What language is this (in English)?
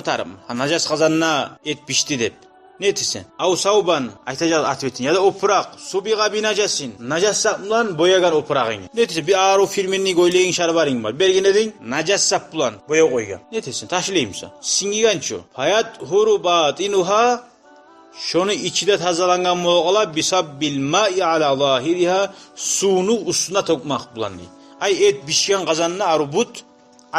Kumyk